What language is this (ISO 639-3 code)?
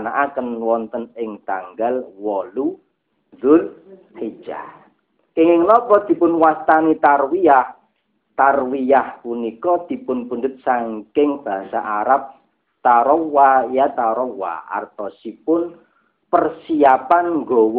jav